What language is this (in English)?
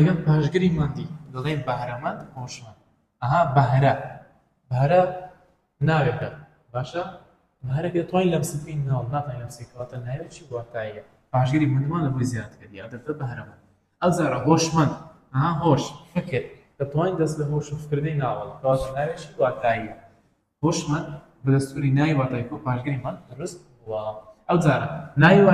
Central Kurdish